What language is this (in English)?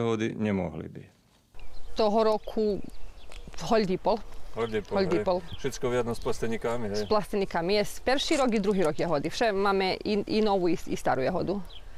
Rusyn